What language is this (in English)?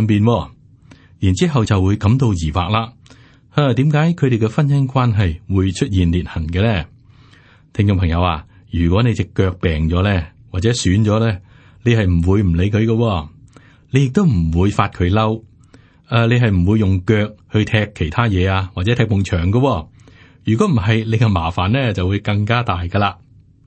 Cantonese